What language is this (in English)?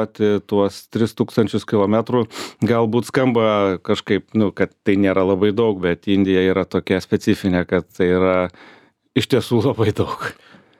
Lithuanian